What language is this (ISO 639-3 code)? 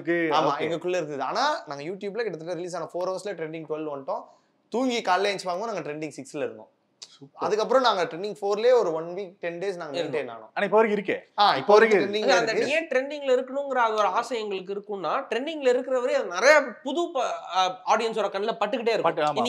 tam